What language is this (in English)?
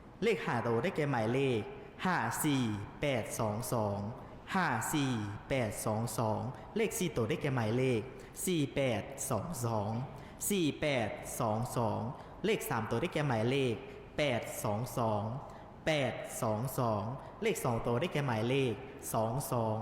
Lao